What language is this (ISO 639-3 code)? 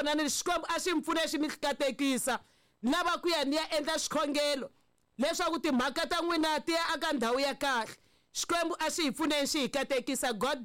tso